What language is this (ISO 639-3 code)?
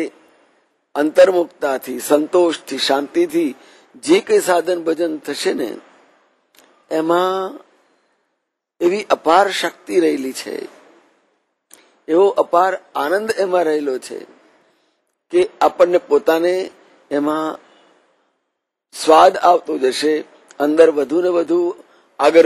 guj